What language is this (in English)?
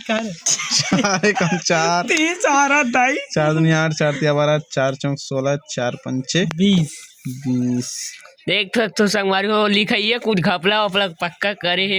Chhattisgarhi